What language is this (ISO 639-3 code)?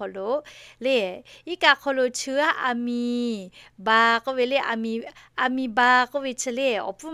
lhu